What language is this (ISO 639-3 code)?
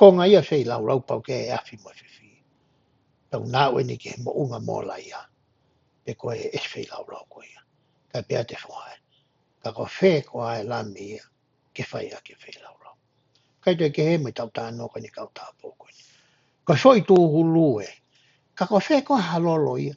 ton